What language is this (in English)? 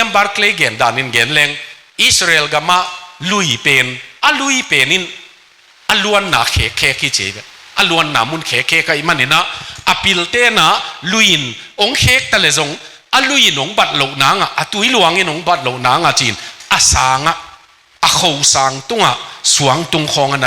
Tedim Chin